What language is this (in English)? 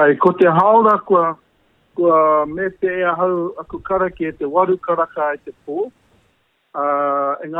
Māori